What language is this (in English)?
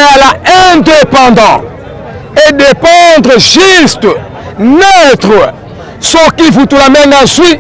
Lingala